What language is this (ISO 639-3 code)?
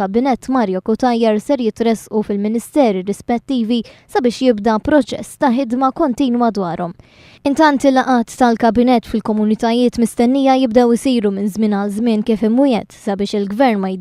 mlt